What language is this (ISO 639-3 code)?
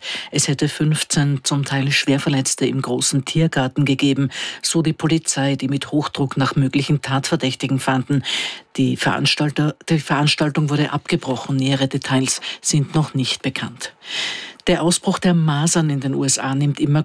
deu